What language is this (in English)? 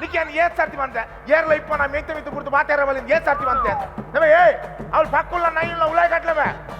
Tulu